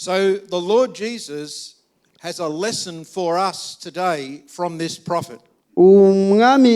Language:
Rundi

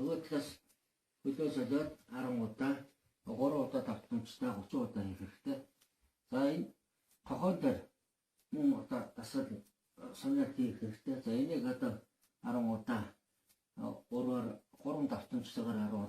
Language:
Mongolian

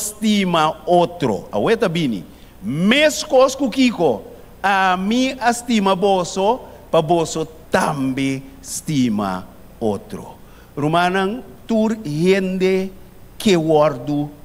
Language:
Papiamento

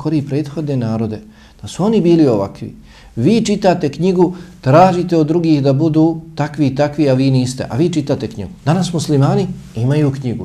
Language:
Bosnian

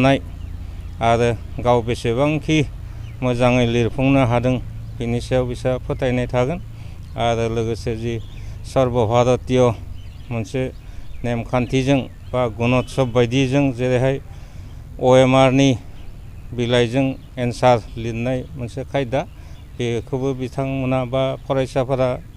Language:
Bodo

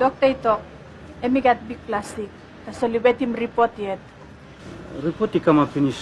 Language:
Tok Pisin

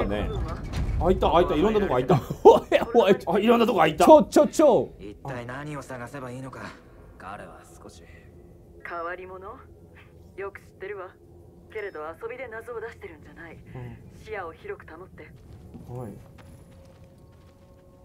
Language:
Japanese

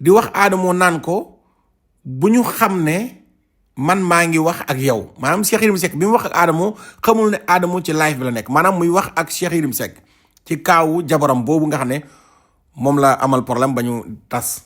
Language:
Wolof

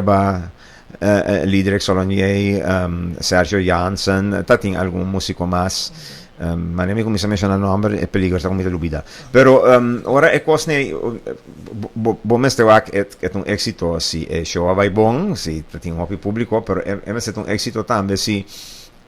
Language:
Papiamento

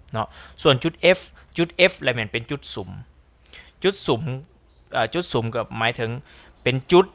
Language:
Lao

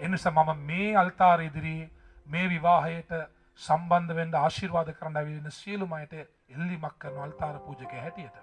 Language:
Sinhala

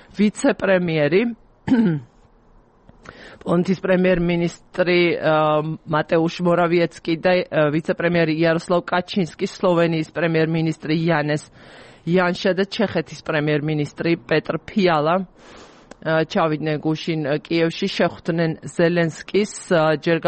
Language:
Georgian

